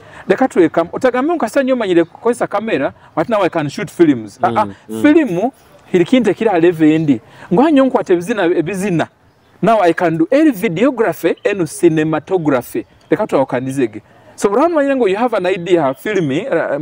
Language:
Nyoro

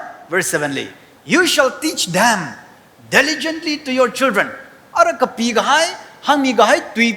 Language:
Tangkhul Naga (India)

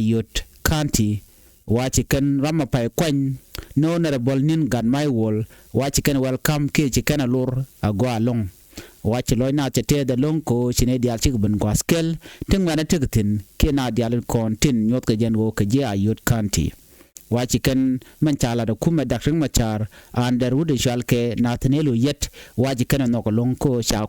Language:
Nuer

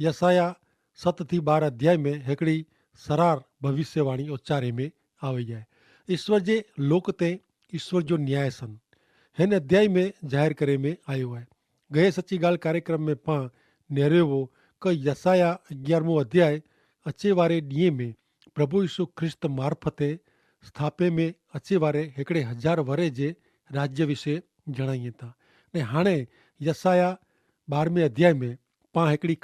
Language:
Kachhi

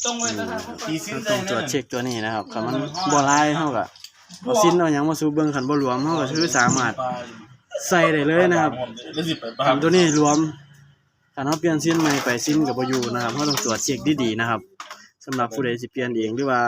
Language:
Northeastern Thai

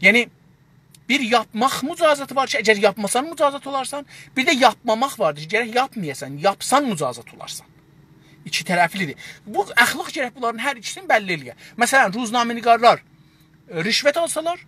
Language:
South Azerbaijani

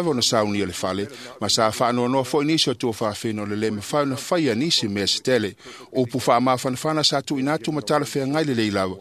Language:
Samoan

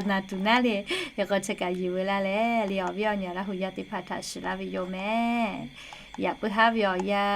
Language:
Lahu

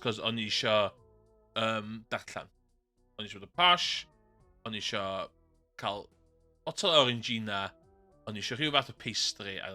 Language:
Welsh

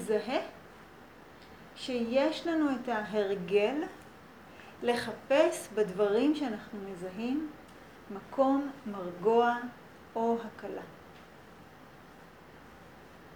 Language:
Hebrew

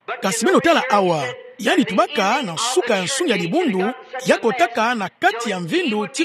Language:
Kituba (Democratic Republic of Congo)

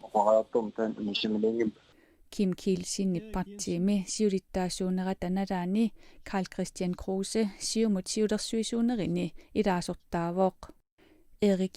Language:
Kalaallisut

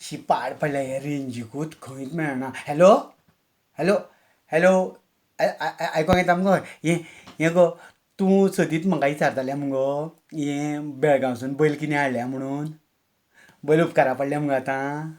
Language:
Konkani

